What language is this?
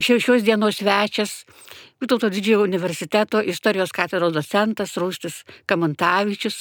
Lithuanian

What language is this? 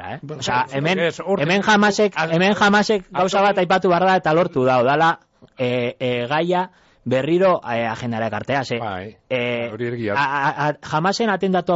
Basque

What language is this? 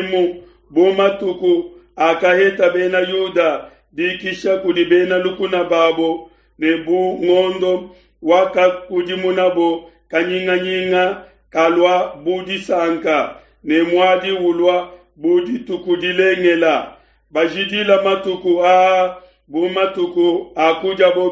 Luba-Lulua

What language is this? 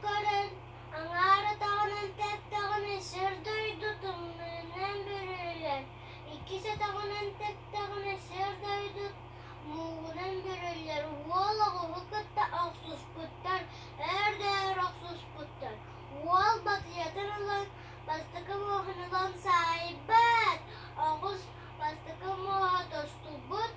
Yakut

